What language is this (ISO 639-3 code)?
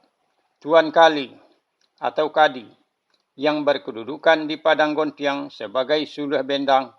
min